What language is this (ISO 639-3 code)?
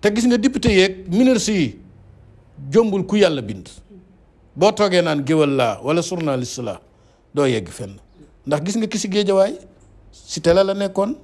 wol